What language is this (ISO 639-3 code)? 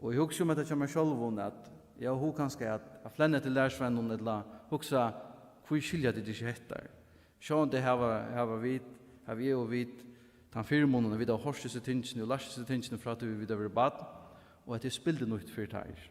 fao